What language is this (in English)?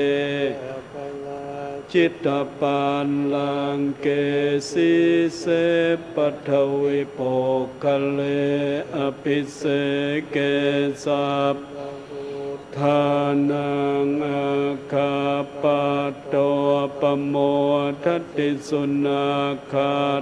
Pali